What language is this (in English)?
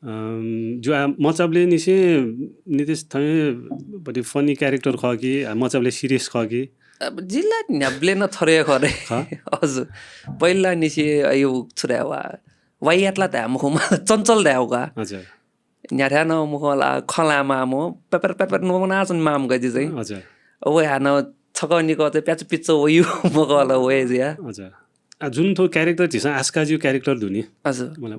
Newari